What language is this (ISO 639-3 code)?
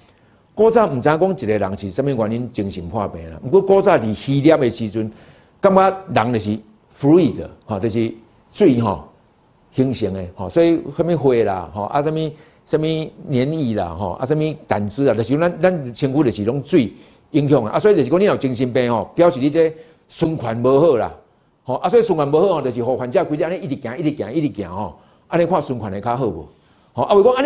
nan